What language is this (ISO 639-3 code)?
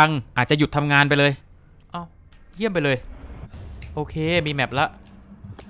tha